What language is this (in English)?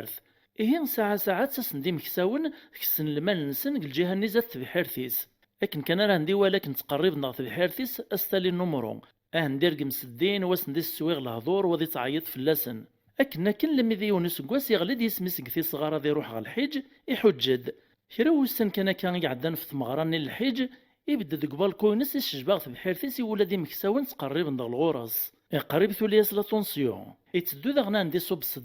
Kabyle